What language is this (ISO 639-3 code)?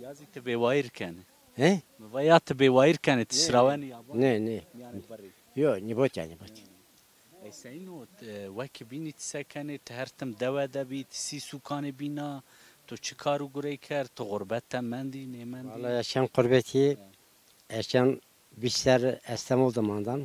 zza